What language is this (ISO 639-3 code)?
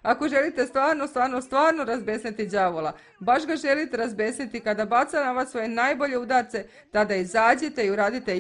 srp